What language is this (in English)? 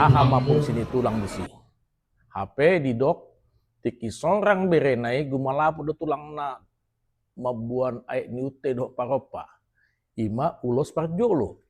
Batak Toba